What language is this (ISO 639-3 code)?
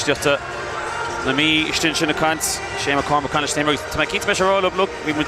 gle